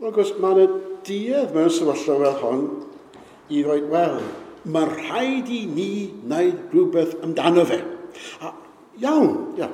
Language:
Welsh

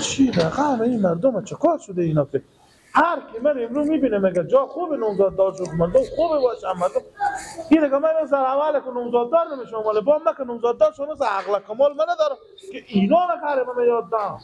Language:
Persian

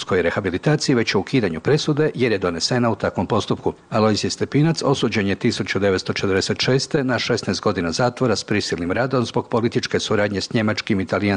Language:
Serbian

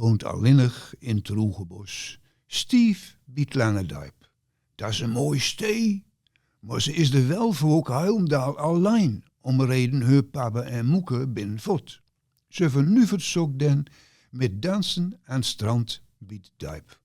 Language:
Gronings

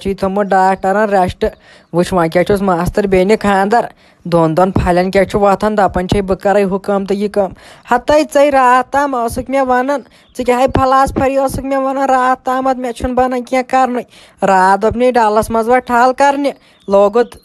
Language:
Kashmiri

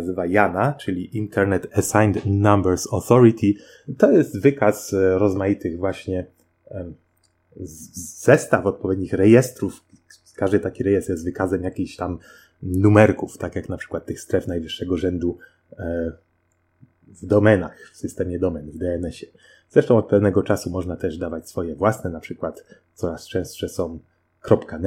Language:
Polish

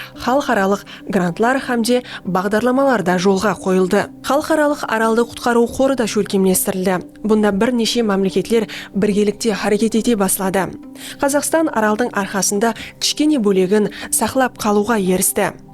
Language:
Kara-Kalpak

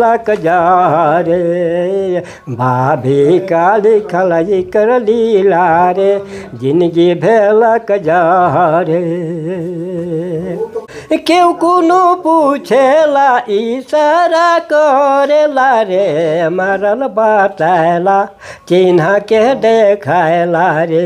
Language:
Sadri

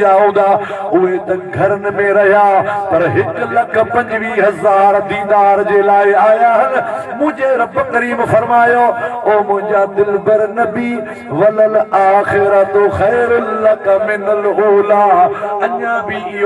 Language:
Sindhi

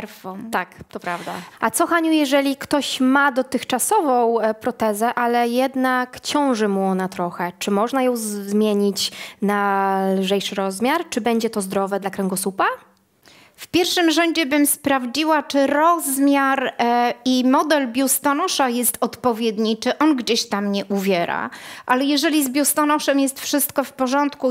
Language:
Polish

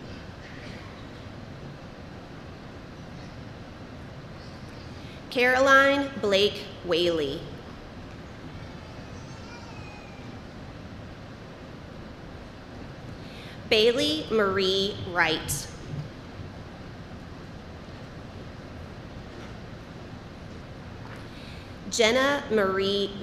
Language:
English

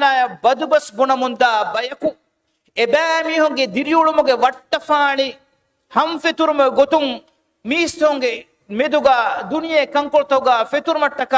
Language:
Divehi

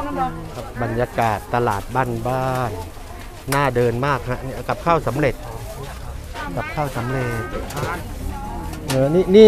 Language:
Thai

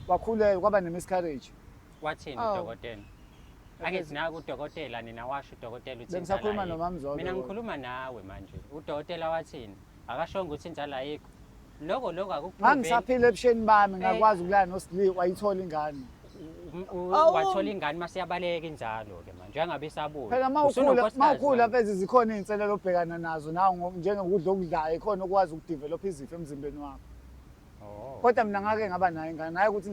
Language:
Zulu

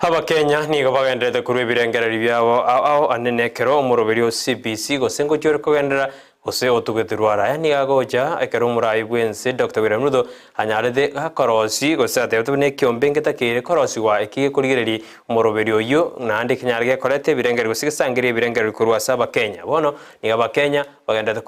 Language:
Gusii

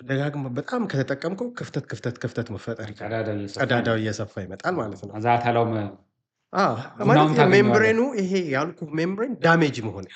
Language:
Amharic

